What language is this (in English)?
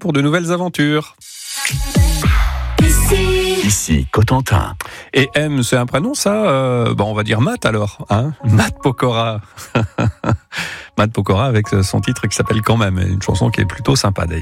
French